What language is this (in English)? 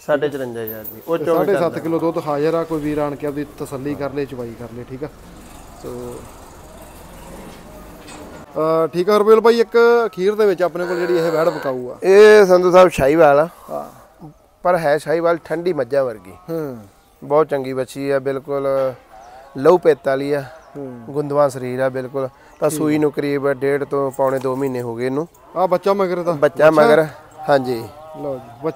Punjabi